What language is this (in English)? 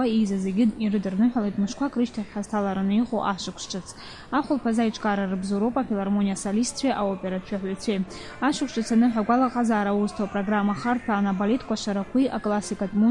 Abkhazian